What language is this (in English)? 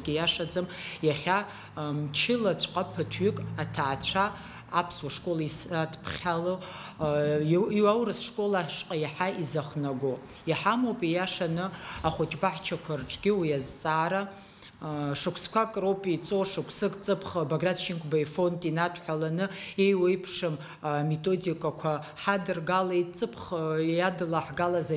Abkhazian